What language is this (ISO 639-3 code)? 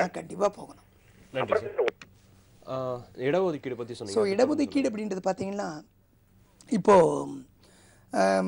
tam